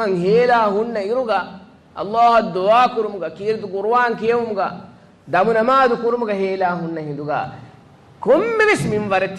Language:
Divehi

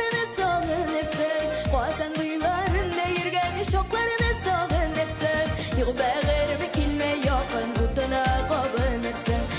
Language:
Tatar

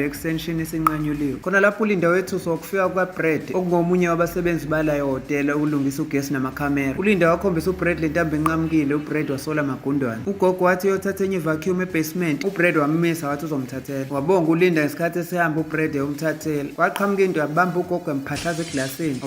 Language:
Zulu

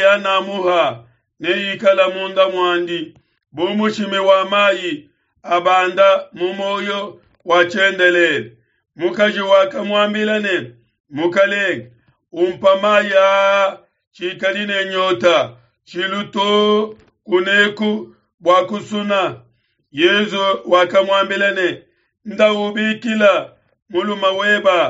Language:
Luba-Lulua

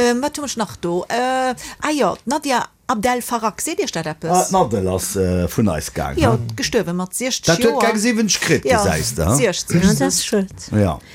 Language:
Luxembourgish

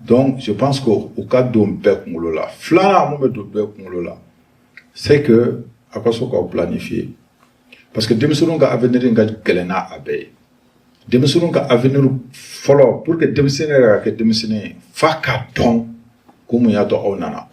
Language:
Bambara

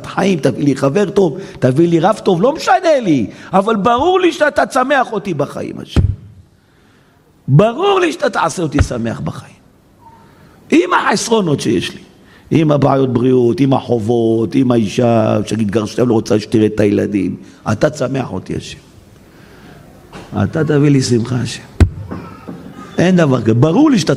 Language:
Hebrew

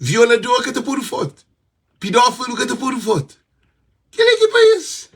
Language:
Kabuverdianu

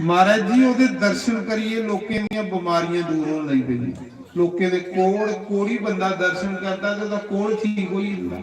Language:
Dogri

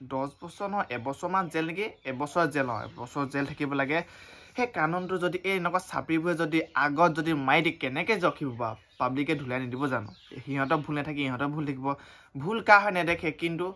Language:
Assamese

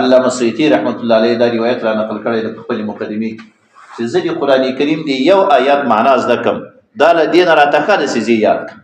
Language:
Pashto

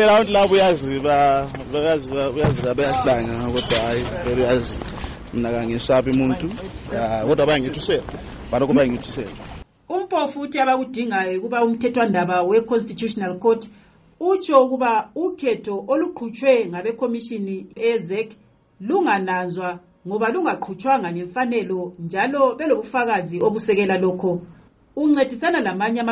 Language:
North Ndebele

